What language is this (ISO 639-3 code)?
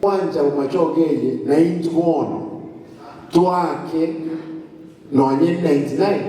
guz